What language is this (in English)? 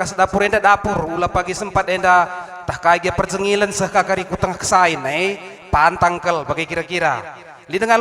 Batak Karo